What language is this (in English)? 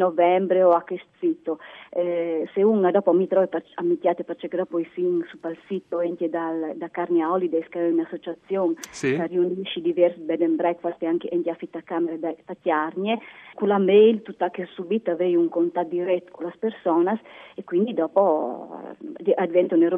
Friulian